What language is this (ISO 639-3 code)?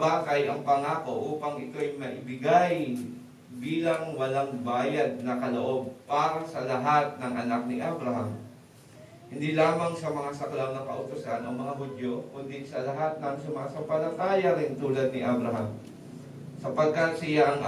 fil